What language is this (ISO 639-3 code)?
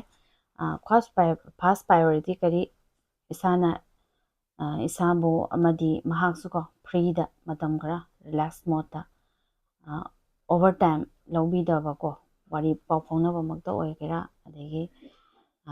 mni